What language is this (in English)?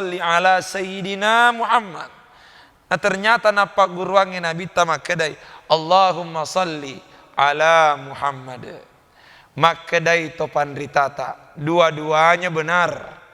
Buginese